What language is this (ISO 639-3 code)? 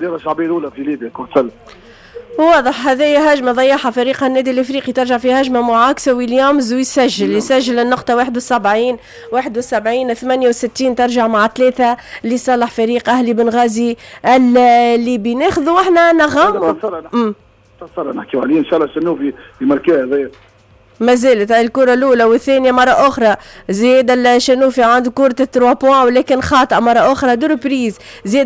aeb